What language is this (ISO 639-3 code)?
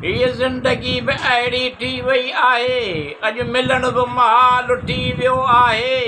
snd